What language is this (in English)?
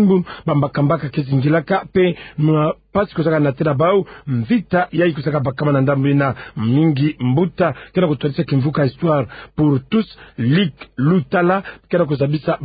Kituba (Democratic Republic of Congo)